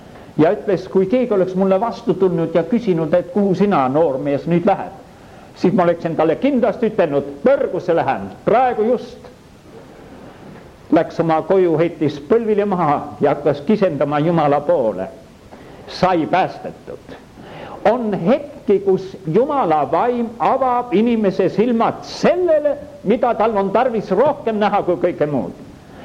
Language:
Estonian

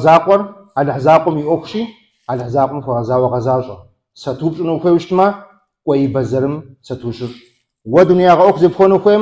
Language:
Kabardian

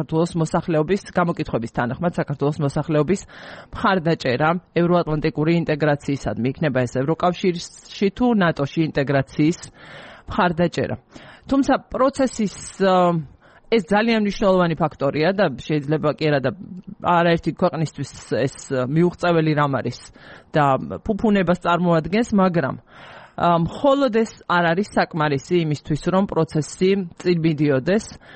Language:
Georgian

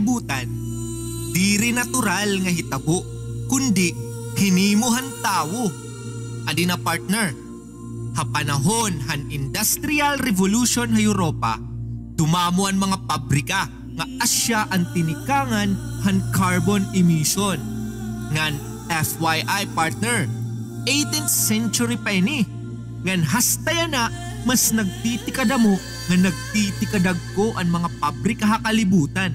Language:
Waray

